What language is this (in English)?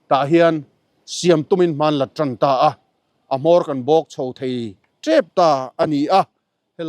Mizo